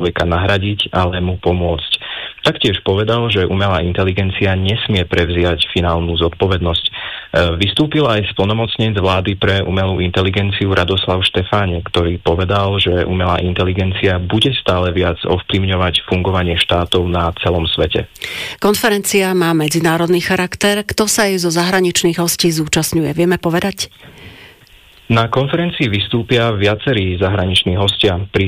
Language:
Slovak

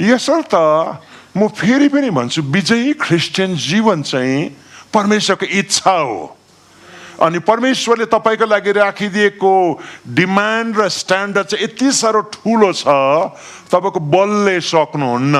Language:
Nepali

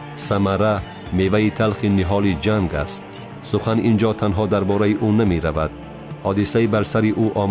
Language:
Tajik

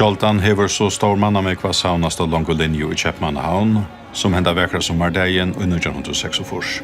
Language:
Faroese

